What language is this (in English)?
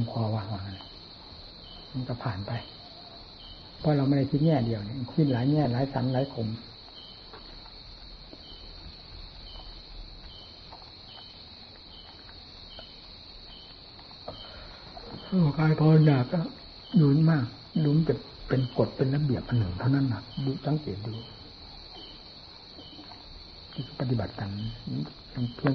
Thai